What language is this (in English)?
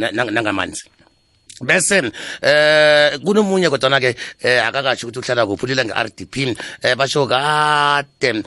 South Ndebele